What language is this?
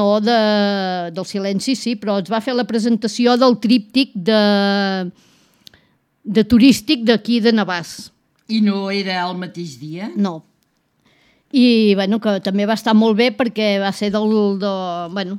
Catalan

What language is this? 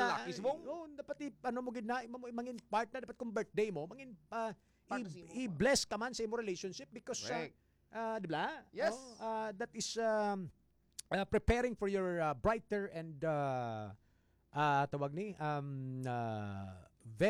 Hiligaynon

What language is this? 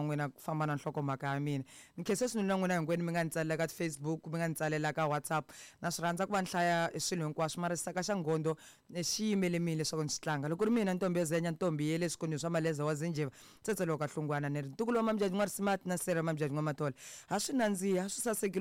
Tsonga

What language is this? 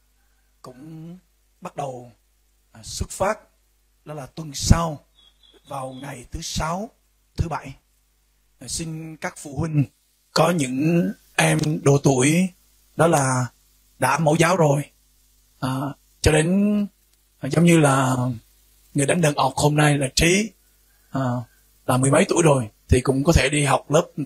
Vietnamese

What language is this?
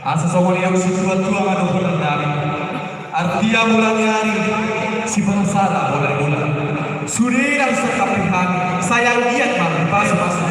Batak Toba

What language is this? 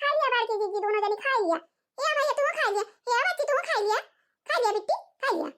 Awadhi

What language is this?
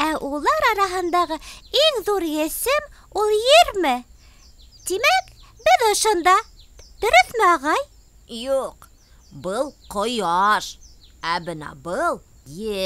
Bashkir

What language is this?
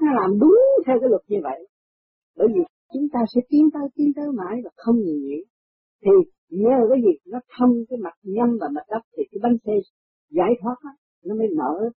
Vietnamese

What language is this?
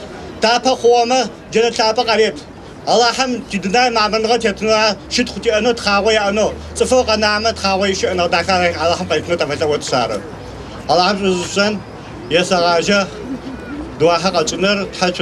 Adyghe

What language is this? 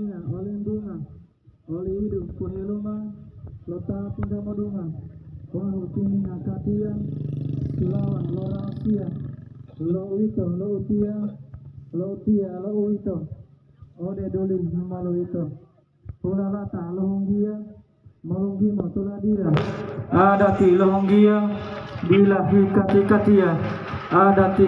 Gorontalo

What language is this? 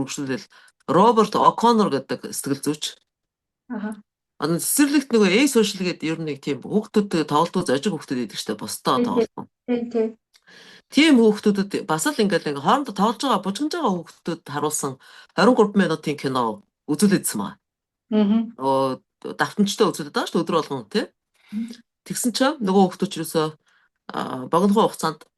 Mongolian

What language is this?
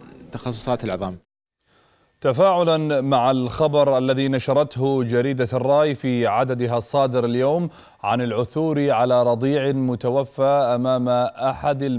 Arabic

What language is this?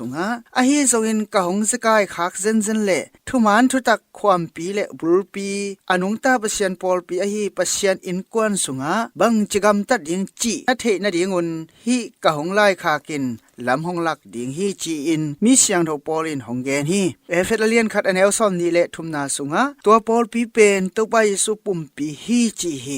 Tedim Chin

